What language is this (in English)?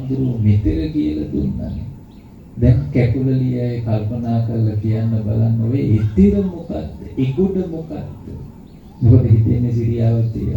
Sinhala